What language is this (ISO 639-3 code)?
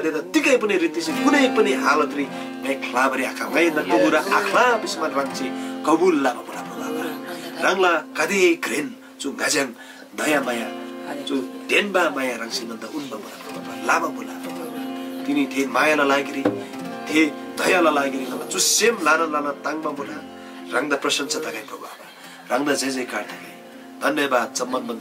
taj